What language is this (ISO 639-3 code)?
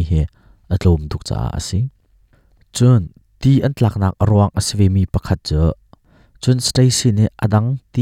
cnh